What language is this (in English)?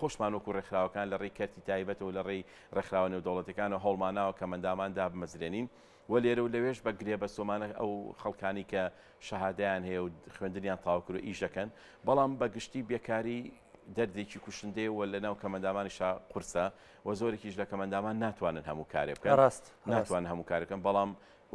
Central Kurdish